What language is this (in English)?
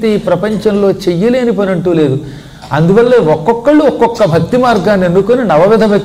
Telugu